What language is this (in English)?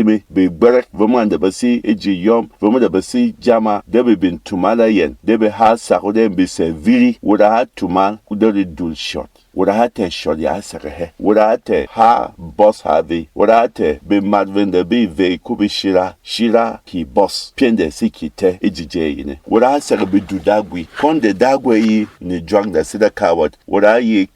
Berom